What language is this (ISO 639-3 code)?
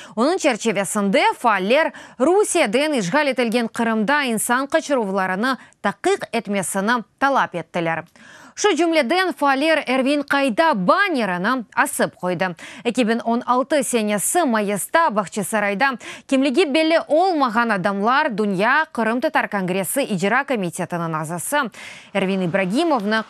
crh